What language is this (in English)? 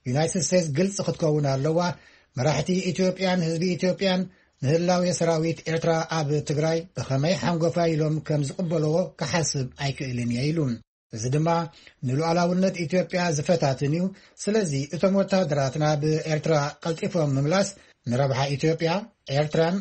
Tigrinya